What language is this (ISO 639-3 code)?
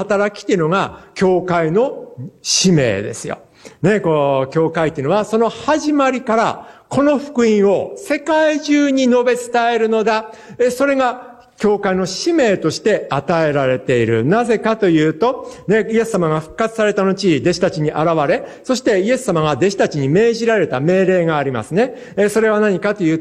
jpn